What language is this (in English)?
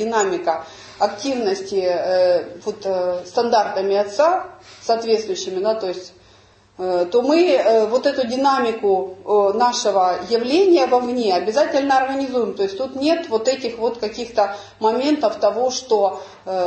Russian